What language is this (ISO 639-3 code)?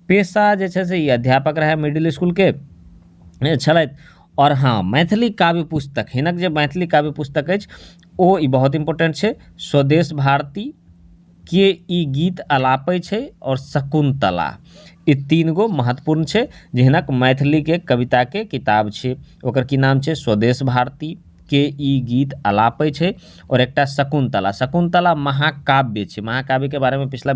mai